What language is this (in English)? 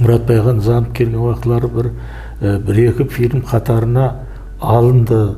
Kara-Kalpak